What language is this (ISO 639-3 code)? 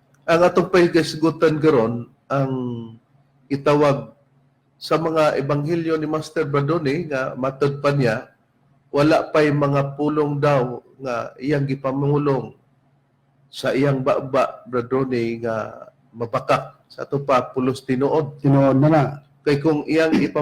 ceb